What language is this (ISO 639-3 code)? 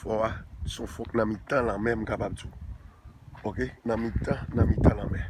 hat